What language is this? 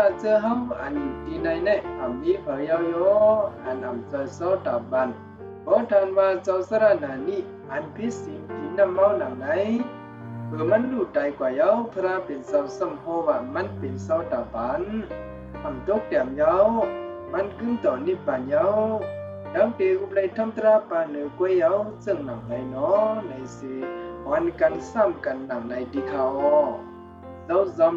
Shan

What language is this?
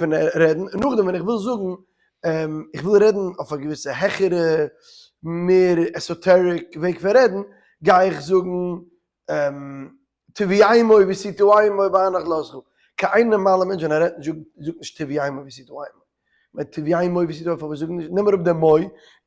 Yiddish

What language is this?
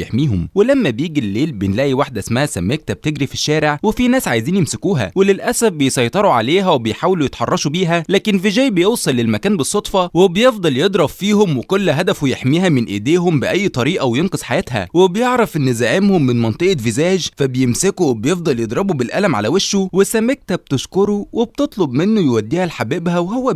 Egyptian Arabic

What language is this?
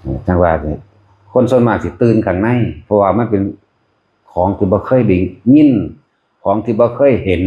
Northeastern Thai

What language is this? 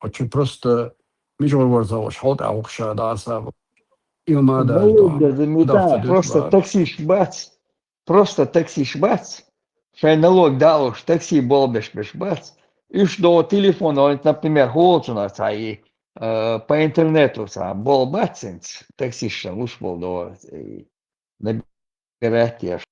Chechen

